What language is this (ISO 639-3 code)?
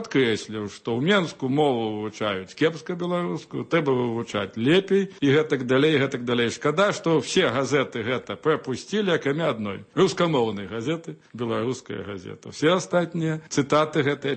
bel